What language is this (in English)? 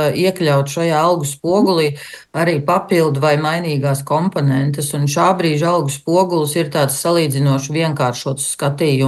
Latvian